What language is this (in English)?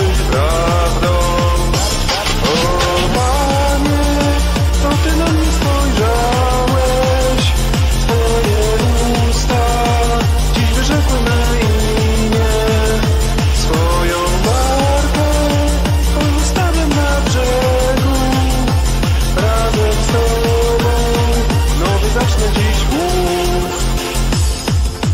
Polish